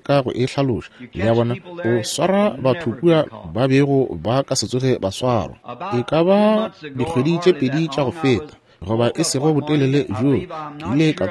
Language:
Northern Sotho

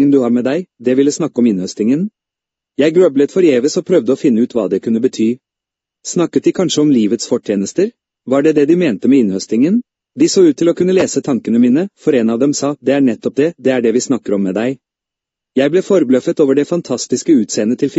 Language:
Norwegian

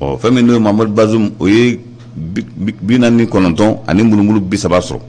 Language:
Bambara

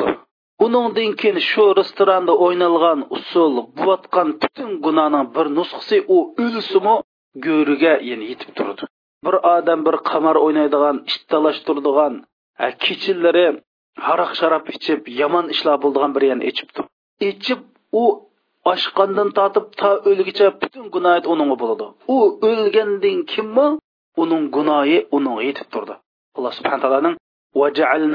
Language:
Uyghur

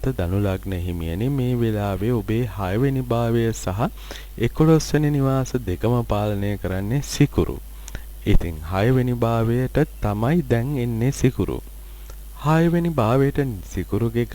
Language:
Sinhala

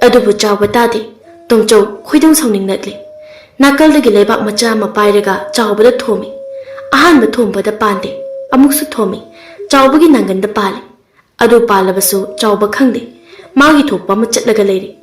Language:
Manipuri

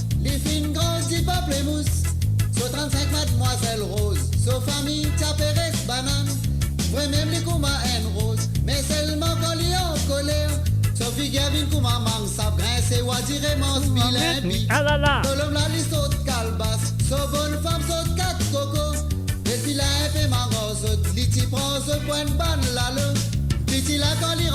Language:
Morisyen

